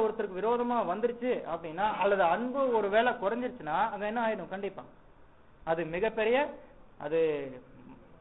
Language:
Tamil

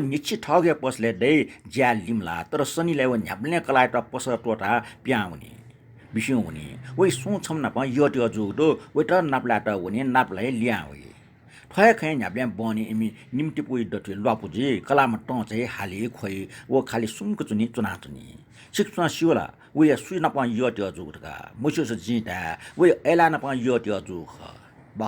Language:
Newari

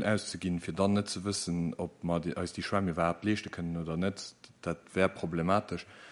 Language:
Luxembourgish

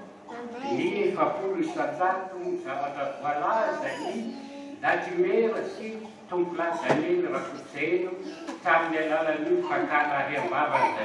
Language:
Malagasy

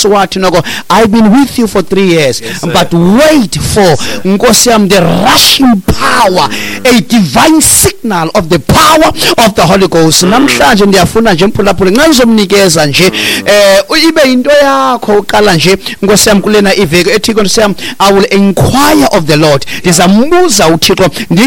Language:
Xhosa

